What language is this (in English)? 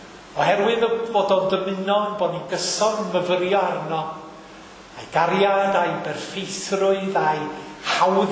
Welsh